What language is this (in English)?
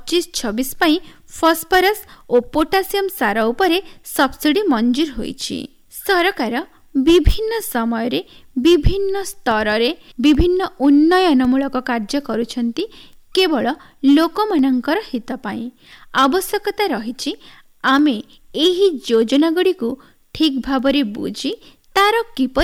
Odia